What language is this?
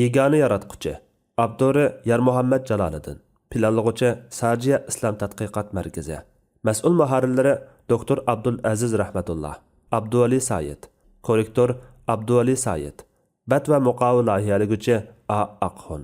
Uyghur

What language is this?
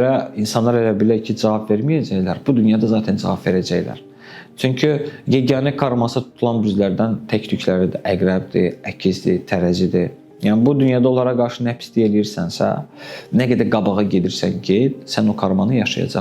Azerbaijani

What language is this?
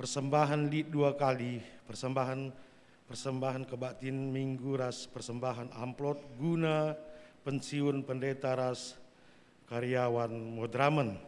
Batak Karo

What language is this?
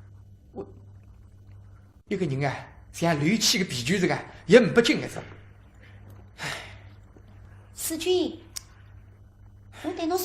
Wu Chinese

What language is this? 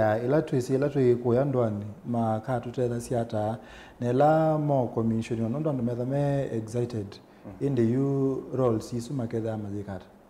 Kamba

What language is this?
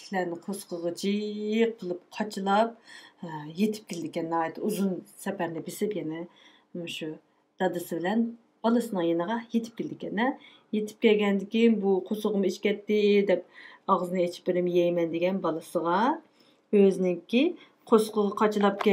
Uyghur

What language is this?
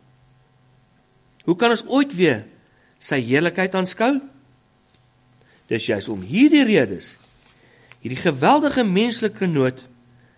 Afrikaans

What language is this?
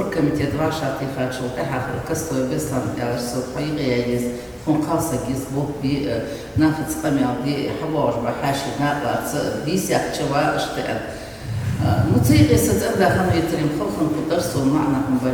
Ingush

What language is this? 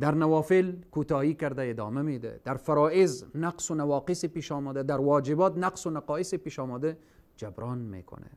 Persian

